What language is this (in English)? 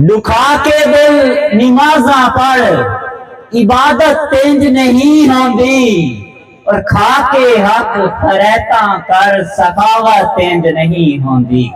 Saraiki